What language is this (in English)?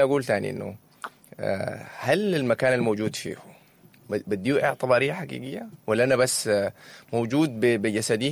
Sudanese Arabic